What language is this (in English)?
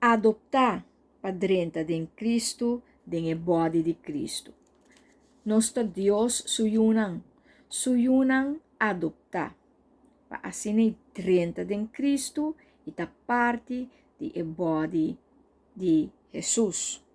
Papiamento